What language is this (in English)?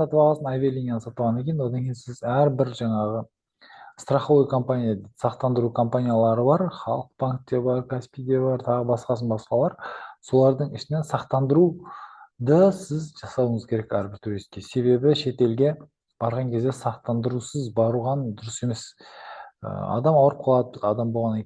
Kazakh